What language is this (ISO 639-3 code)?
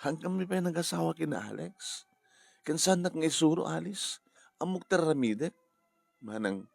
ilo